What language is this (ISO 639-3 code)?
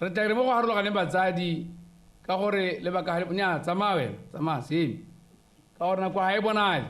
tsn